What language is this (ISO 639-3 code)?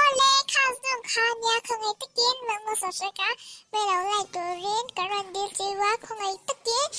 lus